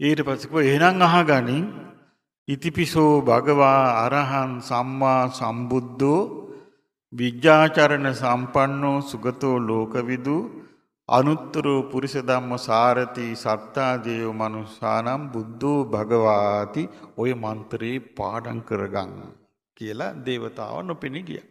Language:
Sinhala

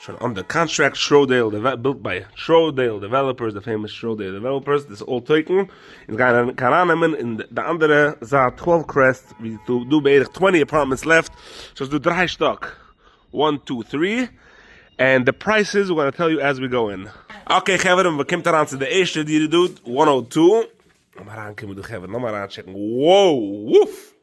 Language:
Yiddish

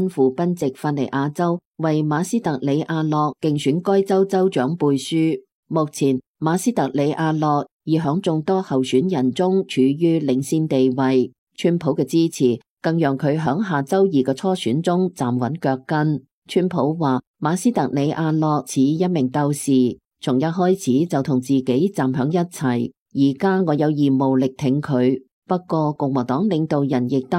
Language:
Cantonese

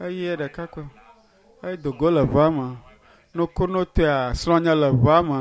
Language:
Ewe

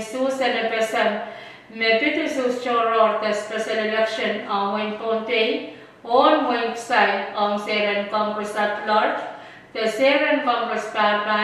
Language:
Pohnpeian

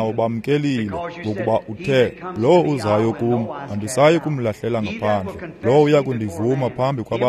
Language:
Xhosa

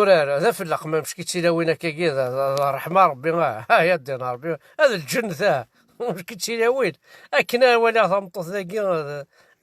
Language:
Kabyle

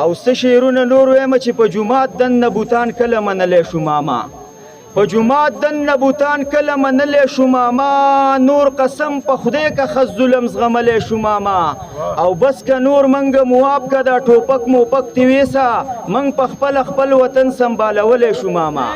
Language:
Pashto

